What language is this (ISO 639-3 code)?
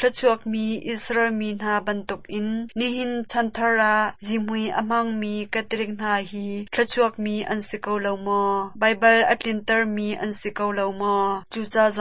cnh